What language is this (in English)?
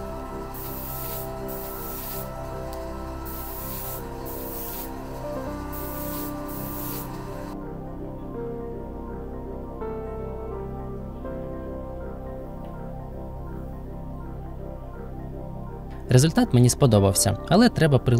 Ukrainian